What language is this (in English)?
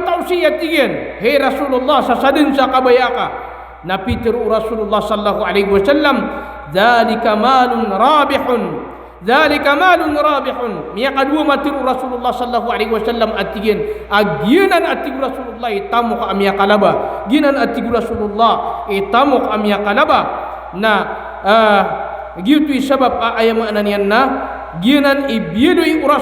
Maranao